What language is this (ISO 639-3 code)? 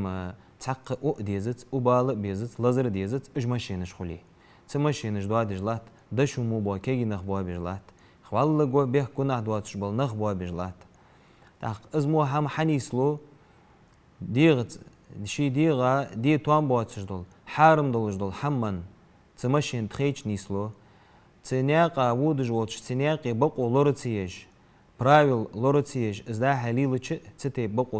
inh